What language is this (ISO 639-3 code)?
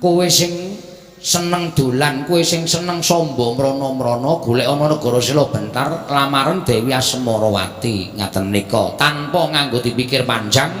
jav